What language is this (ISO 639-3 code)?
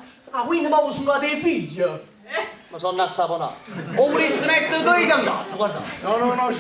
nap